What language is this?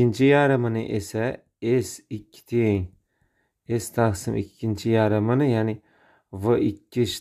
Uzbek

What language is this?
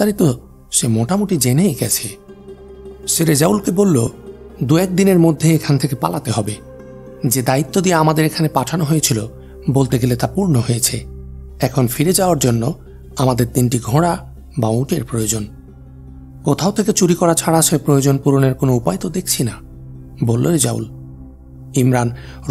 Bangla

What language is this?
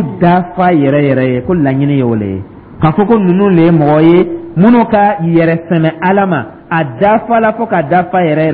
Dyula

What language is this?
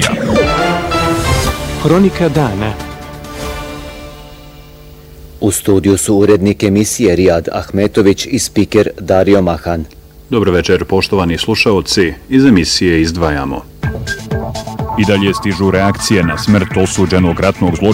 Bosnian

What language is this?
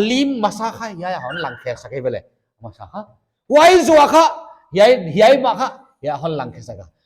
Paite Chin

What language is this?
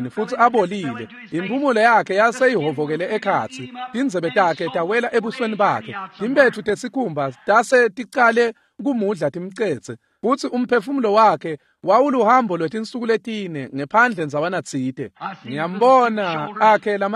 Swati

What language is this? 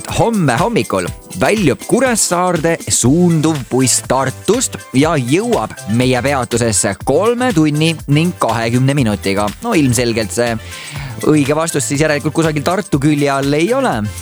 Estonian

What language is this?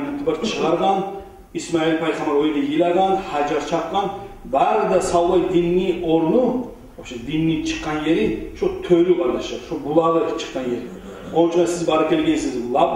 Kumyk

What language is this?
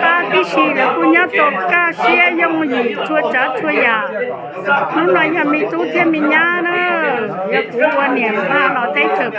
Hmong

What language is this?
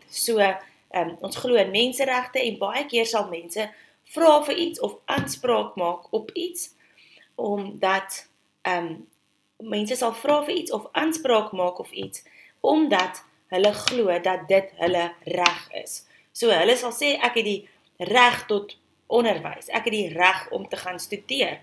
Afrikaans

